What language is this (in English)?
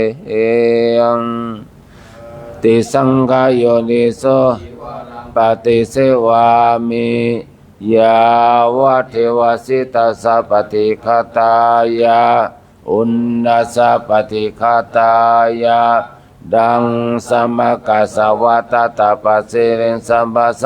Pali